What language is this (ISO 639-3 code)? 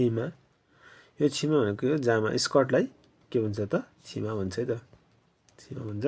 nep